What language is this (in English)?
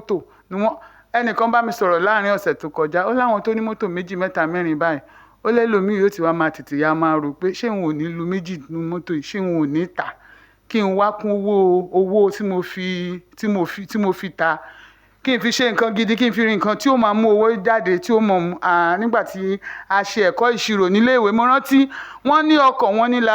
Yoruba